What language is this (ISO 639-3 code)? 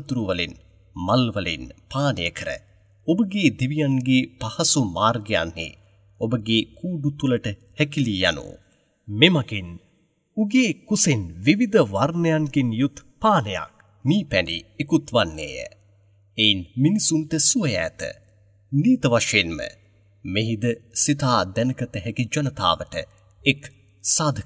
sin